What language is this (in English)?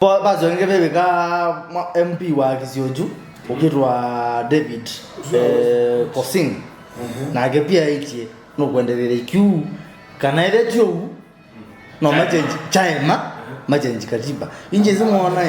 Kamba